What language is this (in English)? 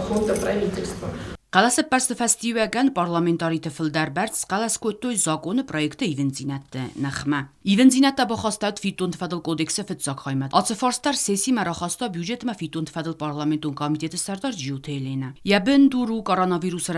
Ossetic